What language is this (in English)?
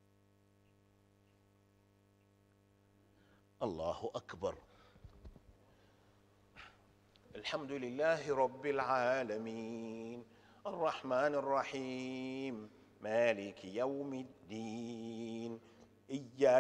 Arabic